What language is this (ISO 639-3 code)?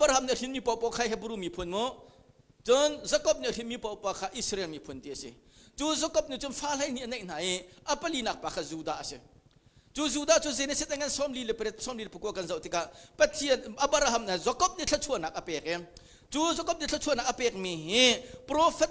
cnh